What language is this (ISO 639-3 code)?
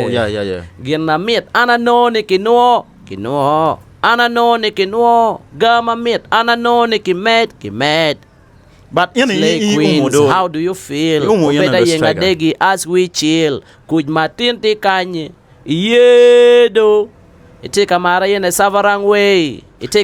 ach